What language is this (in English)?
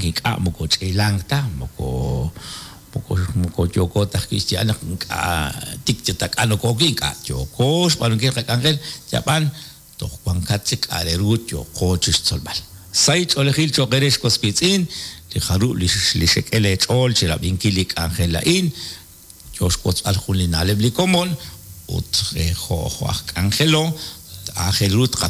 Kekchí